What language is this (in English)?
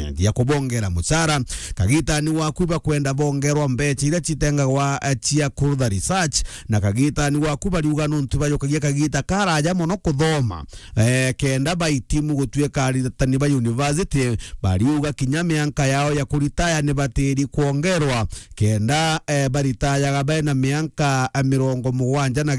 Meru